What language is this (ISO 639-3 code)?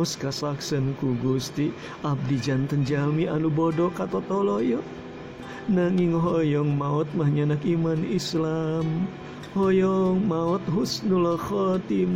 sun